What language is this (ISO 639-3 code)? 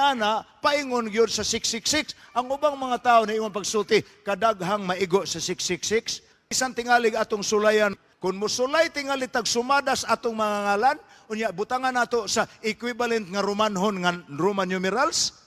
ceb